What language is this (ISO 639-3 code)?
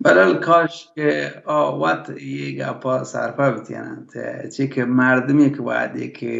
bal